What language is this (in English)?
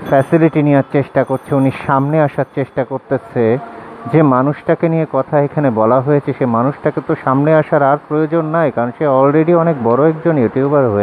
Bangla